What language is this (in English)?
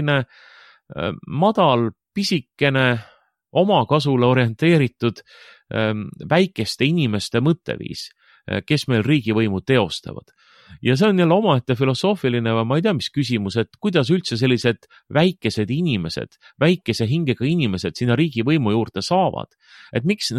Estonian